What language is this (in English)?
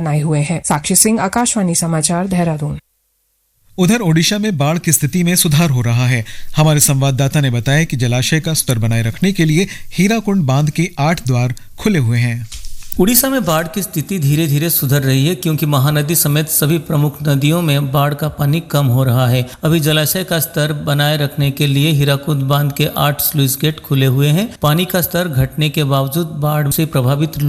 Hindi